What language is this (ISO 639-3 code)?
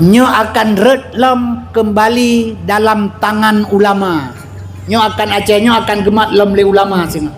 ace